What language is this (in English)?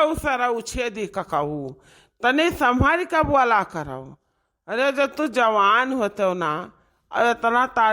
Awadhi